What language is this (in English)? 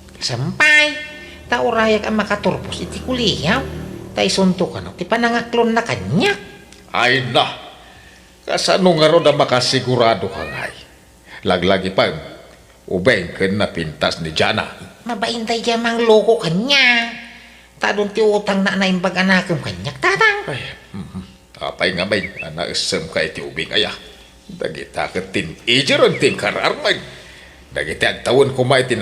Iloko